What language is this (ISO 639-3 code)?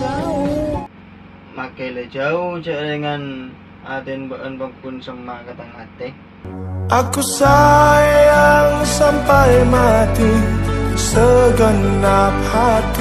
mad